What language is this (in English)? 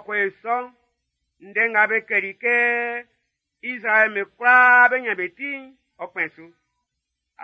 Baoulé